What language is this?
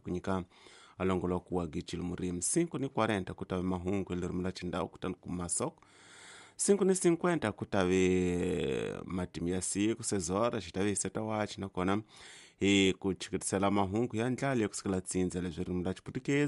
Tsonga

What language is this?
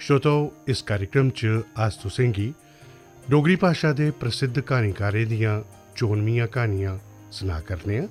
Dogri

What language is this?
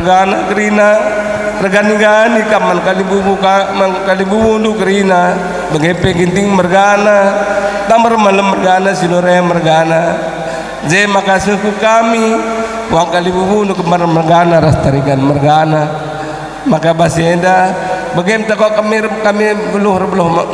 Batak Karo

